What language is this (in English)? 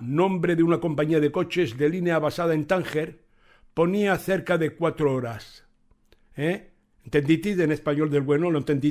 Ladino